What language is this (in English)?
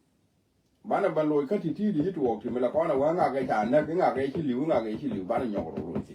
Nuer